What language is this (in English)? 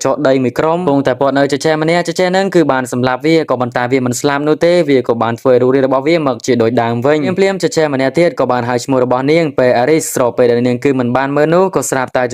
Khmer